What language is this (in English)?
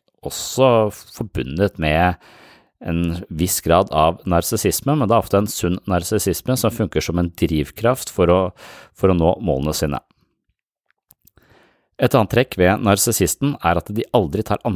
Norwegian